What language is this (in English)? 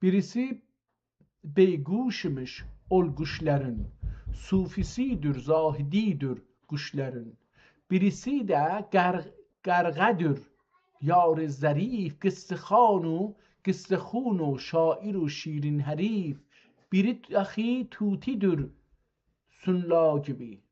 South Azerbaijani